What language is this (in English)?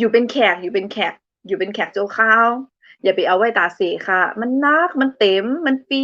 Shan